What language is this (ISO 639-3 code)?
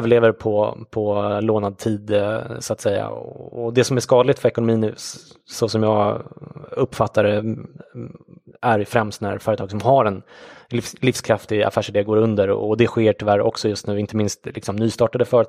swe